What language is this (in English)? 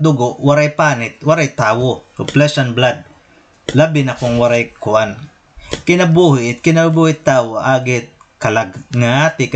Waray